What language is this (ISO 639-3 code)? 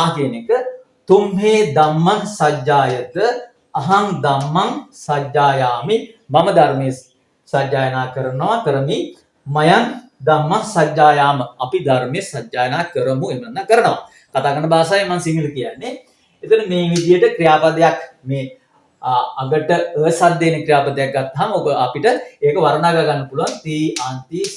sin